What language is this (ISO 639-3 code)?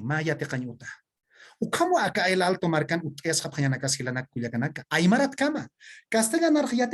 aym